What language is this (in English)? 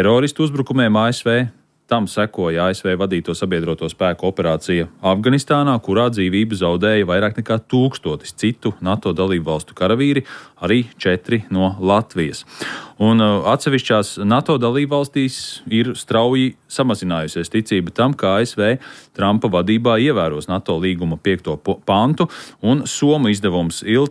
Latvian